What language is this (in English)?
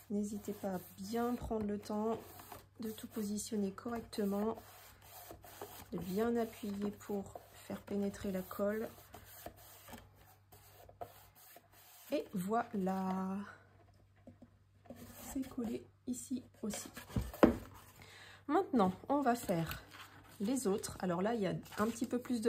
French